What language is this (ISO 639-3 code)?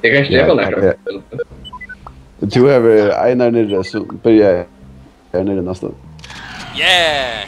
fao